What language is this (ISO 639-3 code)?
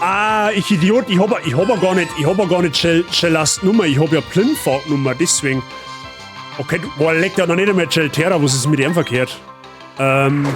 bar